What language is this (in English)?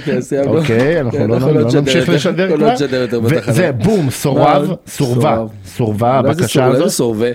Hebrew